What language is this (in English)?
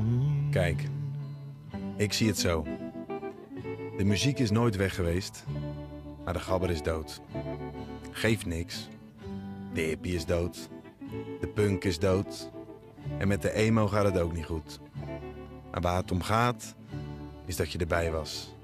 Dutch